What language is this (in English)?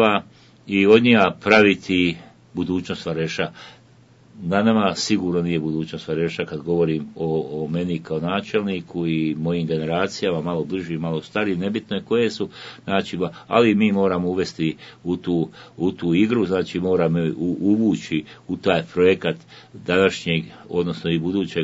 Bosnian